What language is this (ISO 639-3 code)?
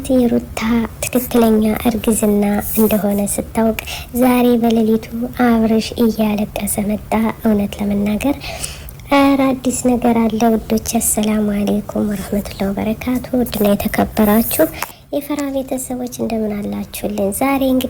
amh